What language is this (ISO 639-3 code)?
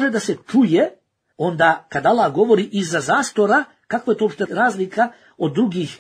bos